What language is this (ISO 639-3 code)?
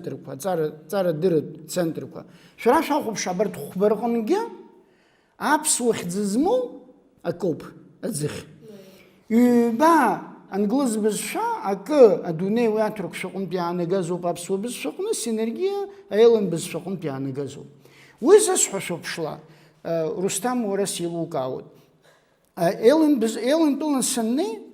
abk